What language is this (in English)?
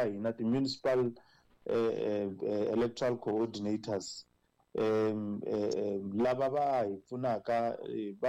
Tsonga